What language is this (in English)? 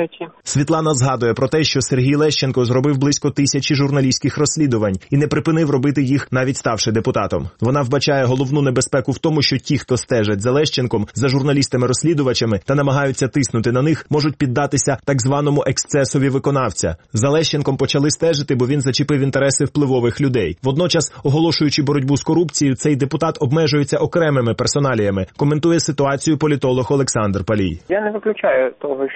Ukrainian